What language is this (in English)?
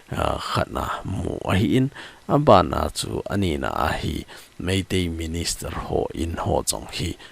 Thado Chin